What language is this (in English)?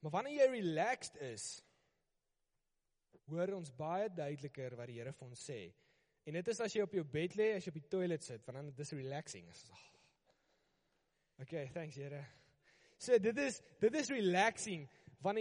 Afrikaans